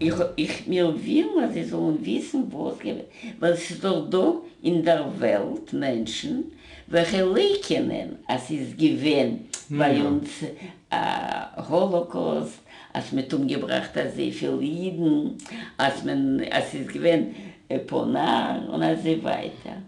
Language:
Yiddish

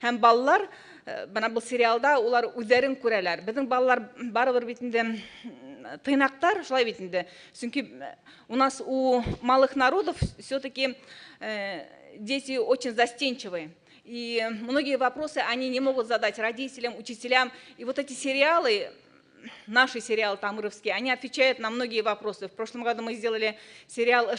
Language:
Bashkir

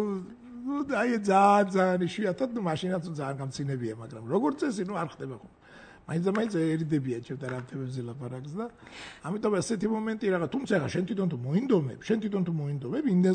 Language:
Georgian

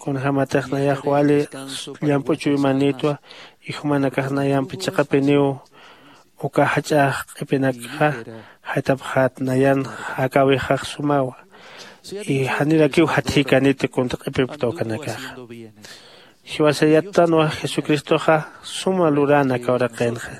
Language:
Aymara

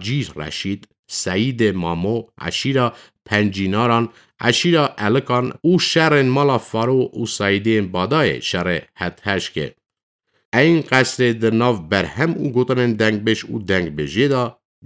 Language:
Kurdish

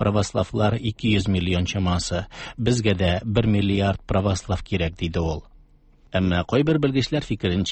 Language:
Tatar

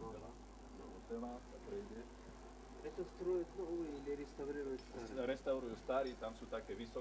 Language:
Slovak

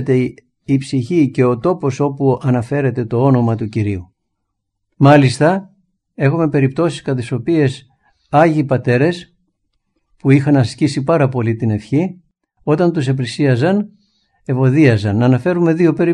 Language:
Greek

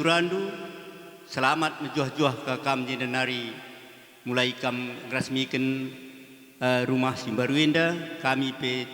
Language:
Batak Karo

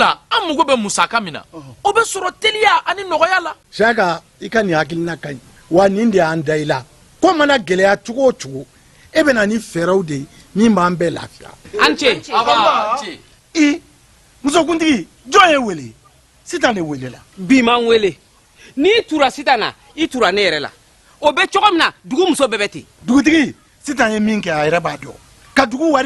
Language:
Bambara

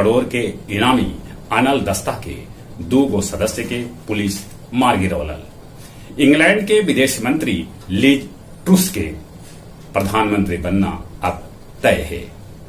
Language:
Magahi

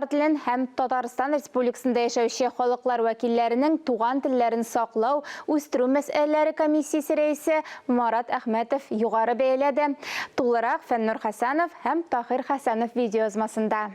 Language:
Tatar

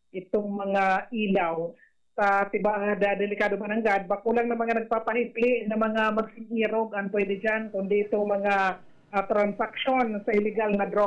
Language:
Bikol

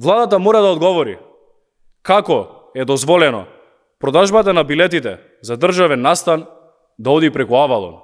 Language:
Macedonian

